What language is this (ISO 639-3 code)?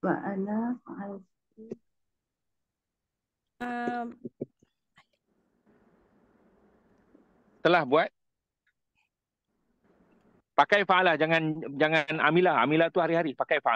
msa